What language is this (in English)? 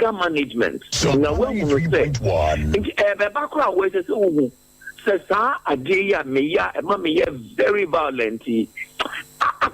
Akan